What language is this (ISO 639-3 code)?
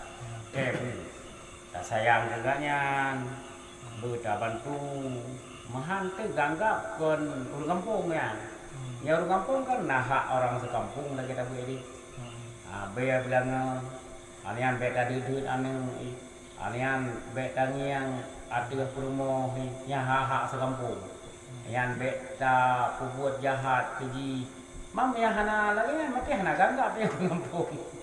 ace